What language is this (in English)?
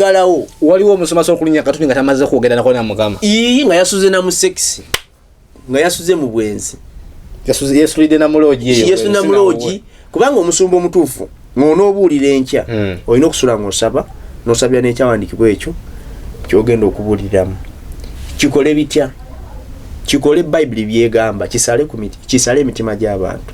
Ganda